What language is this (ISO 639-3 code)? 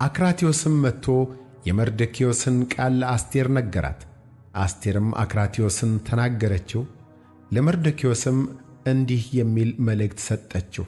amh